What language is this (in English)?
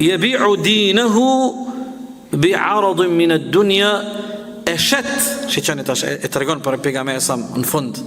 Albanian